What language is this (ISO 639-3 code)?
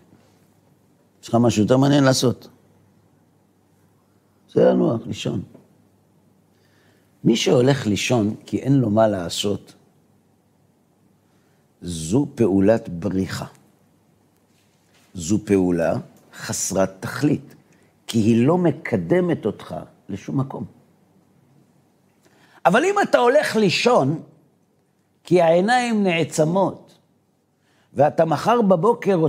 heb